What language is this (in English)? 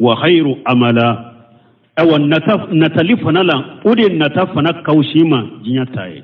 Bambara